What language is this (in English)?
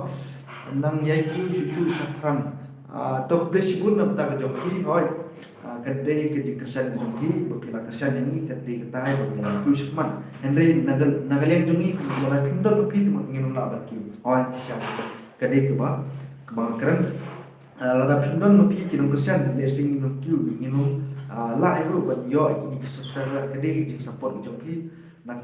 Khasi